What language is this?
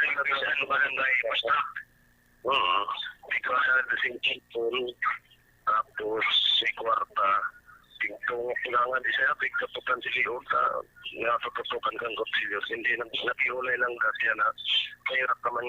Bikol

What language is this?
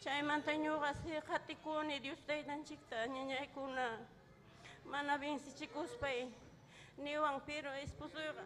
Ayacucho Quechua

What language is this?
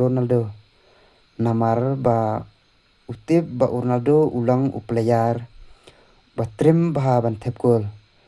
Khasi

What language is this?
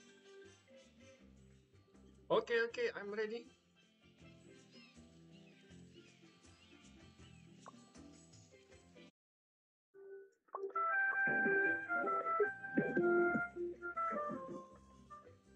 Indonesian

